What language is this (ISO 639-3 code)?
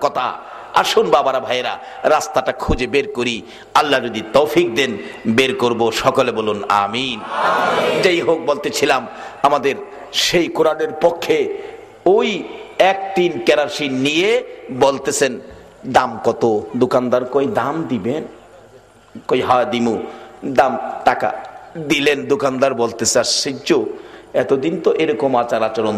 ben